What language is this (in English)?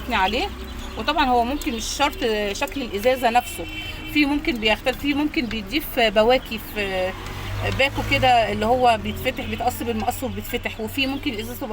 Egyptian Arabic